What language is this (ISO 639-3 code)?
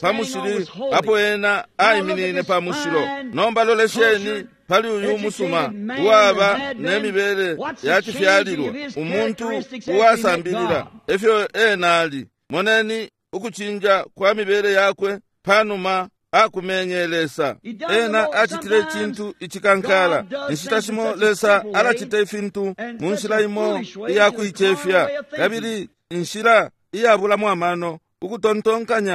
bem